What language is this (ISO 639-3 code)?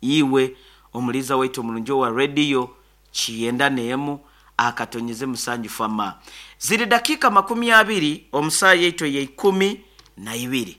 nyo